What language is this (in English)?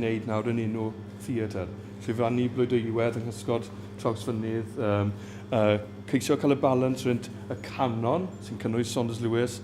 Welsh